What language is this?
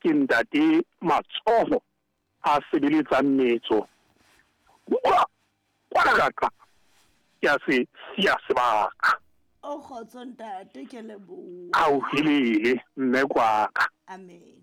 Southern Sotho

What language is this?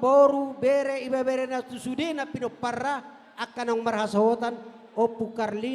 Batak Toba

